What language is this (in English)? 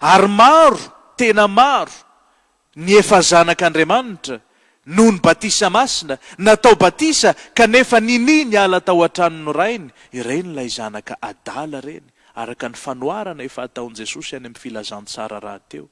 Malagasy